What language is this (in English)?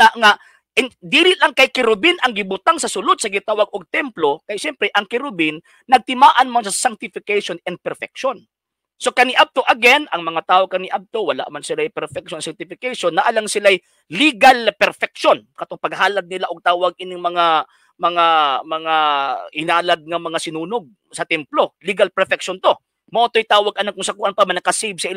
Cebuano